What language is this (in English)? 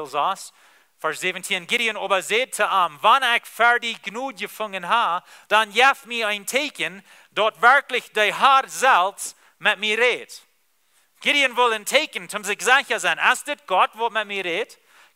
Plautdietsch